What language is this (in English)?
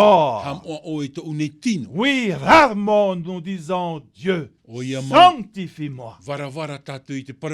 Tahitian